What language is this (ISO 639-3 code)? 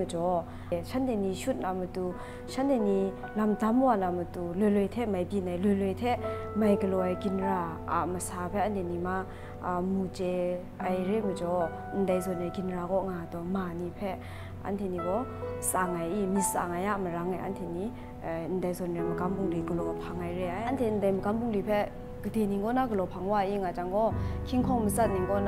kac